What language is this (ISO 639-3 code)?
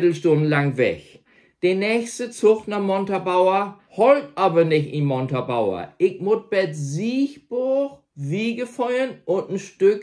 nds